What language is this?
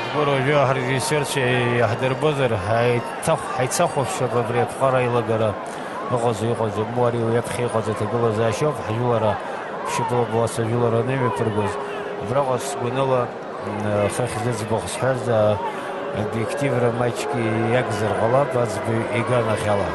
Abkhazian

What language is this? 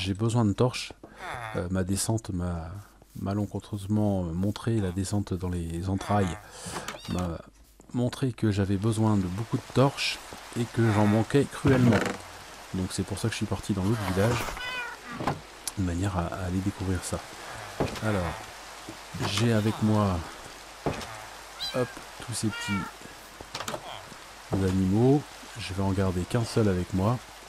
French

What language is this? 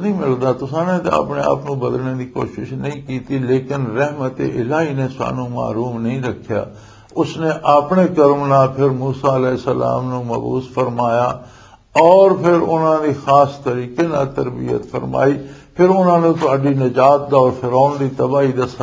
Western Panjabi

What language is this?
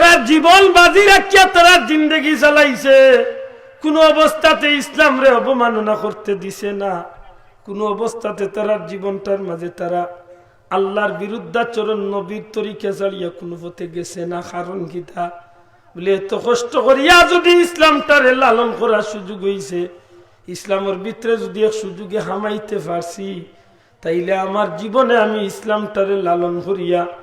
Sylheti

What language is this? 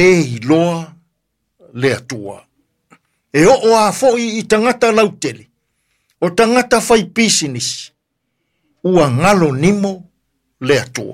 Samoan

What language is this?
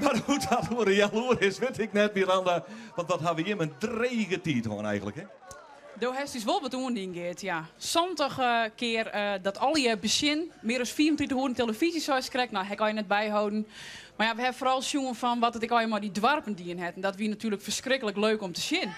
Western Frisian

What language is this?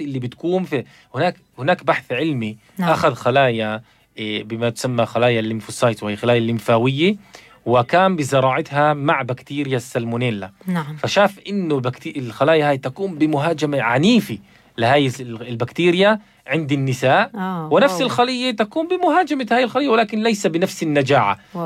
North Levantine Arabic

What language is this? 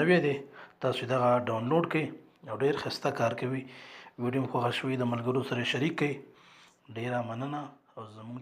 Pashto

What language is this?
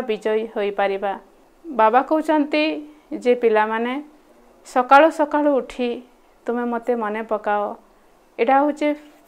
Odia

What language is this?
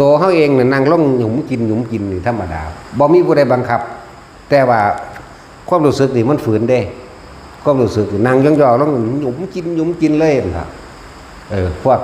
Northeastern Thai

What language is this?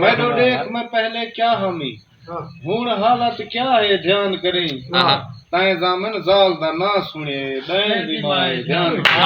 Saraiki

